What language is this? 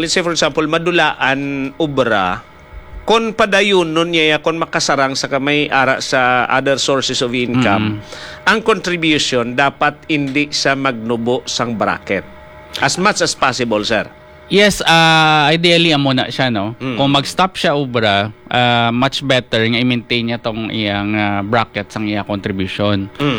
Hiligaynon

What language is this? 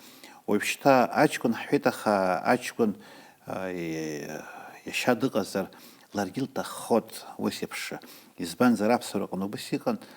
Abkhazian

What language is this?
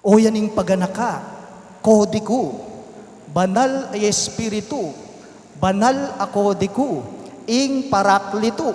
Pampanga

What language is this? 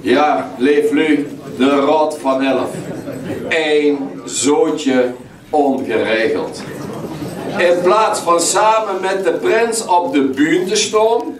Limburgish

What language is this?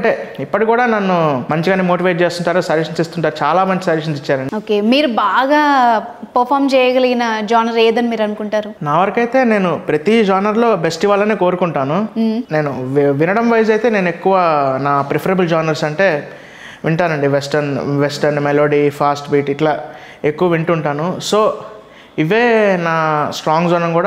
Telugu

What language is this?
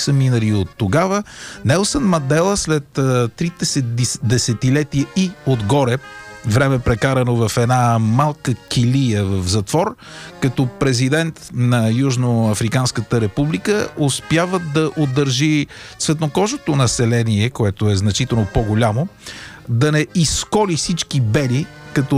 Bulgarian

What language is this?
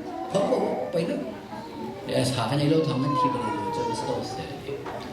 Hakha Chin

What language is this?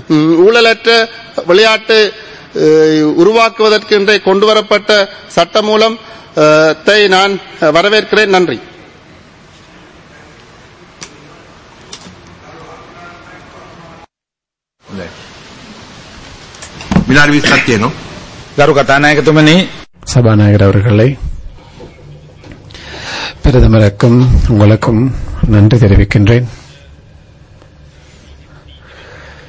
Tamil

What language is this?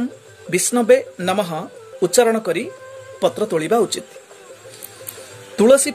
Odia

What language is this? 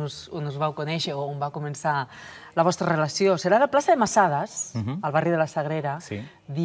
Catalan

